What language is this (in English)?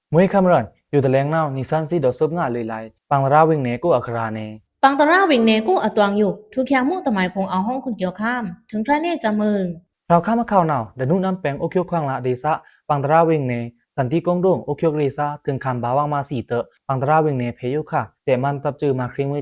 Pa'o Karen